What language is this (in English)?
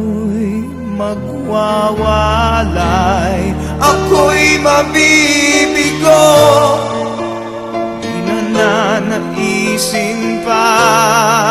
Filipino